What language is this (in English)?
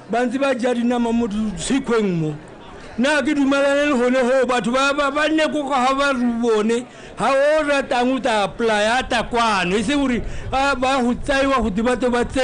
Tswana